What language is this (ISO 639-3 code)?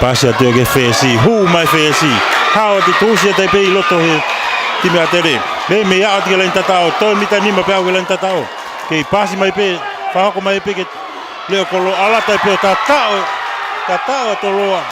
ton